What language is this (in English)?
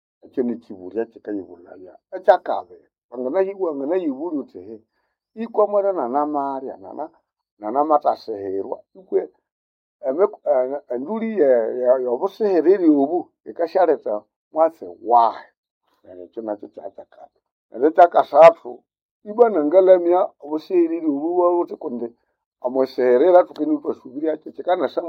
Nande